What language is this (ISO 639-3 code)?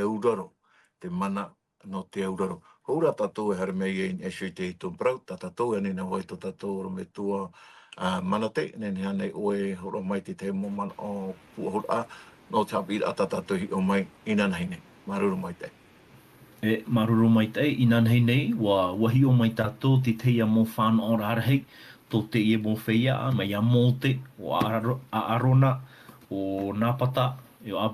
tah